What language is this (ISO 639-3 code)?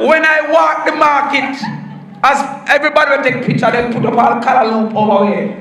jam